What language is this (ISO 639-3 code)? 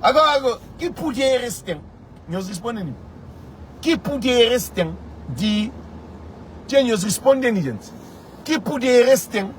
kea